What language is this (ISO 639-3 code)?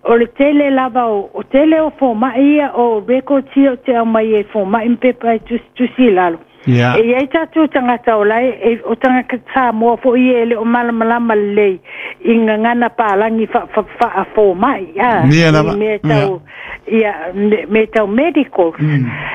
smo